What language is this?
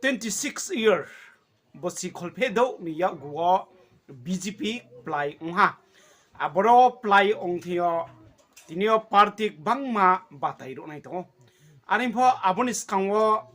Riang (India)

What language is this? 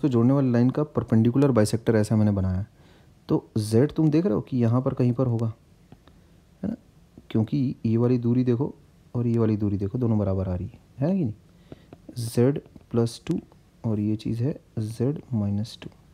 Hindi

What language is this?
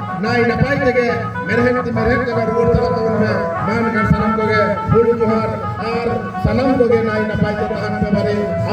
Santali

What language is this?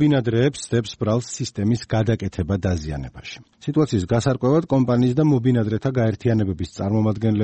Georgian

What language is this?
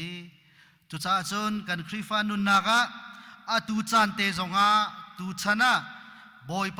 Hakha Chin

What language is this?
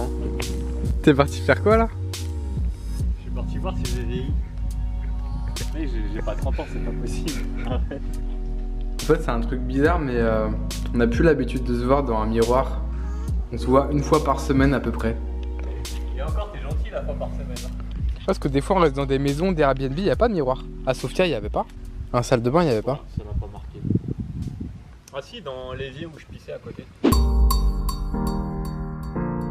French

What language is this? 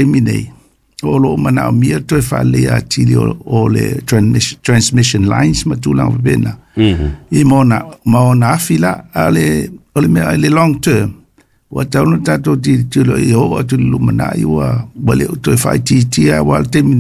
Samoan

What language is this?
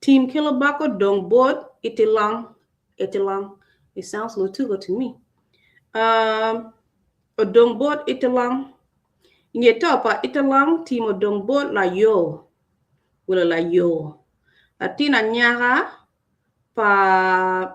Acoli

